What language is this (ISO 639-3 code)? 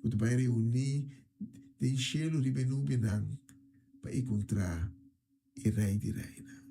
pap